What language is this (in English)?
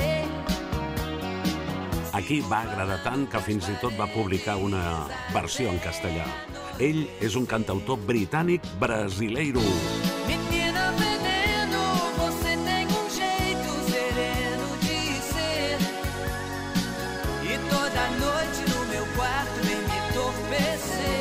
Catalan